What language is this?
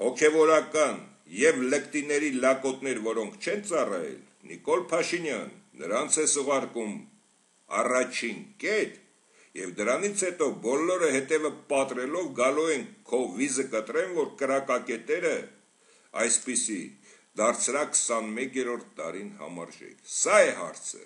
Armenian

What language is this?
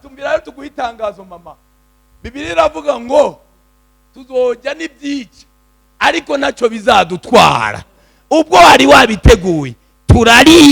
Rundi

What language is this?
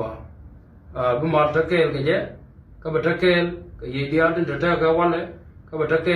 Nuer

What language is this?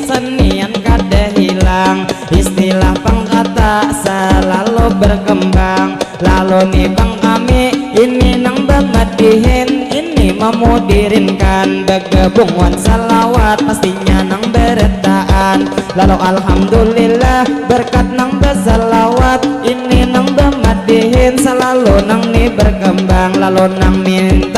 Banjar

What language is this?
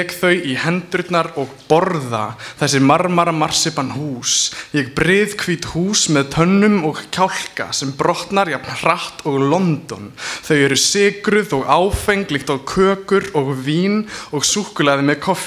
Icelandic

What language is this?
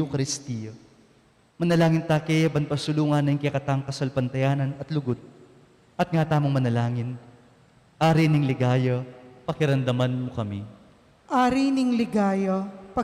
Pampanga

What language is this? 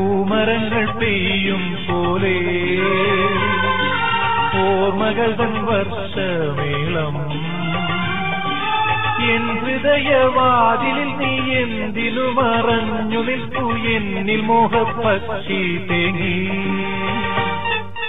Malayalam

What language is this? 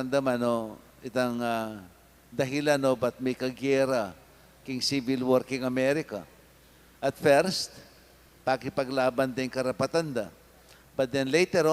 Pampanga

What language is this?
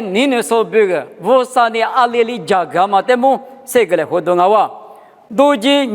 Lisu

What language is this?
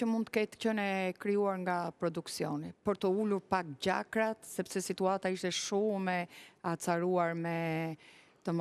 Albanian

